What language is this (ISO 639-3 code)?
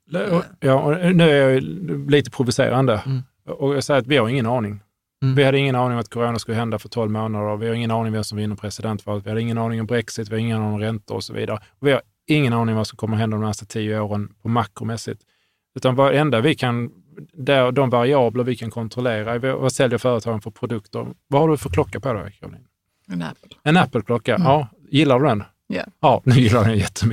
swe